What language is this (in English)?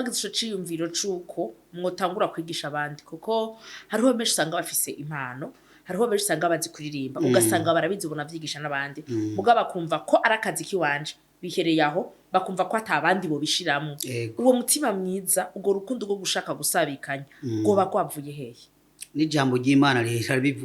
Rundi